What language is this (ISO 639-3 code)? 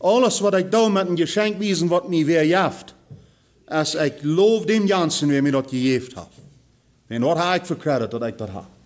pdt